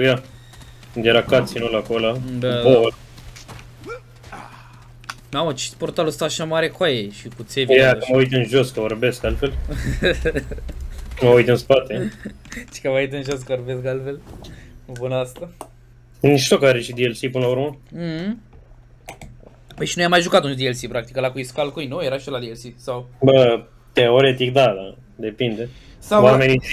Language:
Romanian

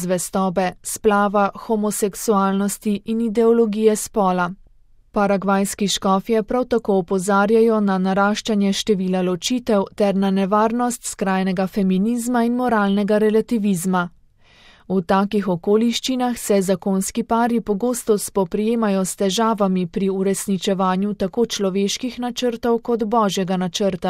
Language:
Slovenian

